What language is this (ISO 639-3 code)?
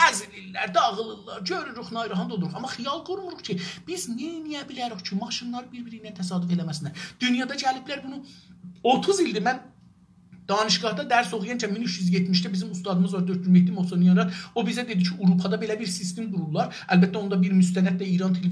azb